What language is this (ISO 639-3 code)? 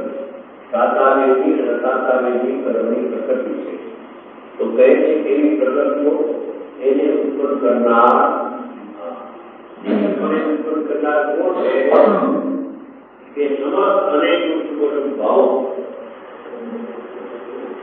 guj